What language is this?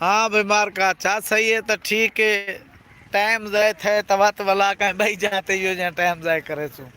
Saraiki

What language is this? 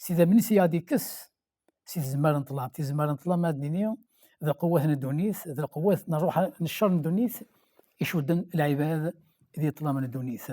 Kabyle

